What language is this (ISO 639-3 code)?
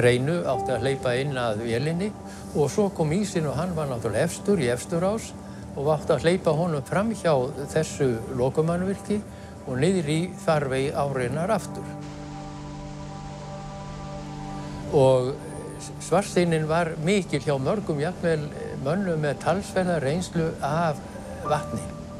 isl